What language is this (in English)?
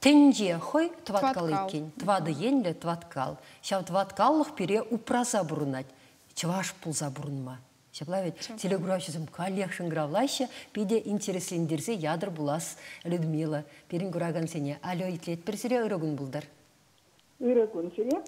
Chuvash